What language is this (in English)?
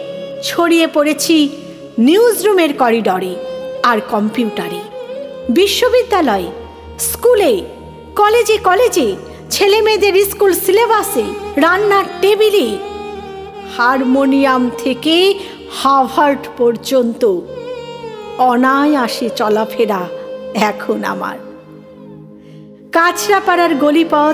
Bangla